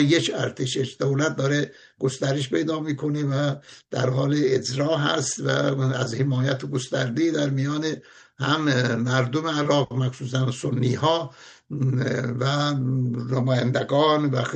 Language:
Persian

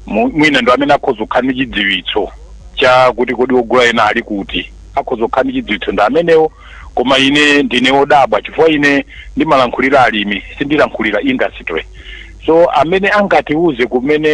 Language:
Nyanja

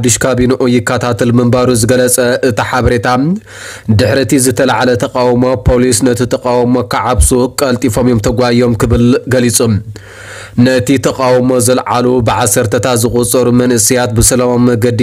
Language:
Tigrinya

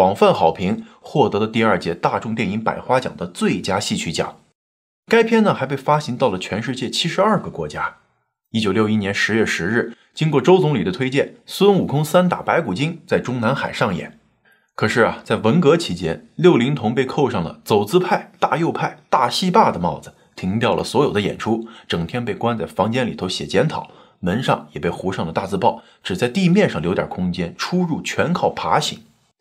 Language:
Chinese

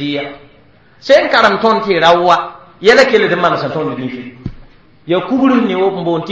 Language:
Mossi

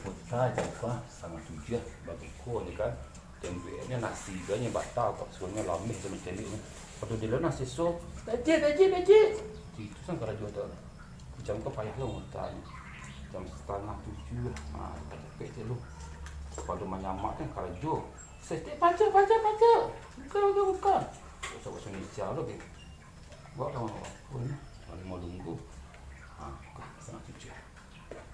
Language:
Minangkabau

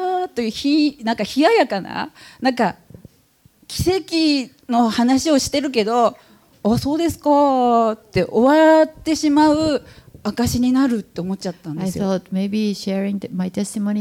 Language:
Japanese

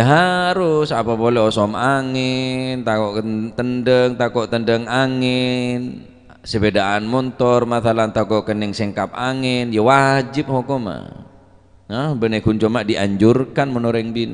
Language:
Madurese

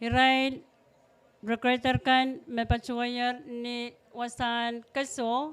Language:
Pohnpeian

